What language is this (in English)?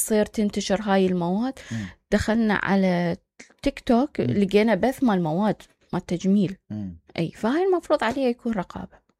Mesopotamian Arabic